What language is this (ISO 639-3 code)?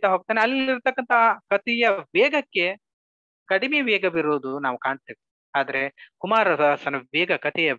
kan